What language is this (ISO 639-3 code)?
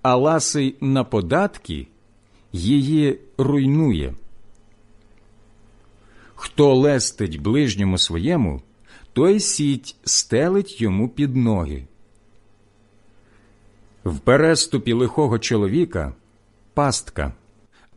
ukr